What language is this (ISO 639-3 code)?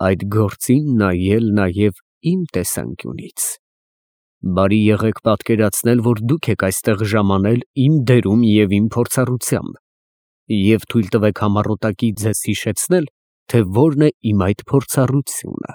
hye